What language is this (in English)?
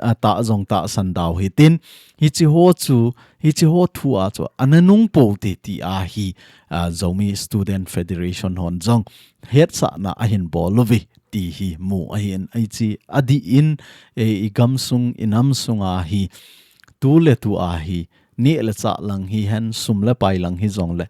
Thado Chin